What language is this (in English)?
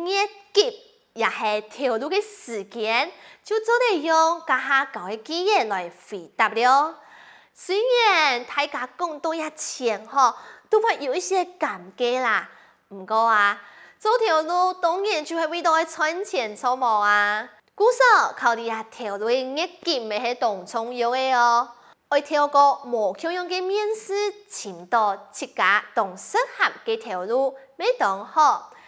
Hakka Chinese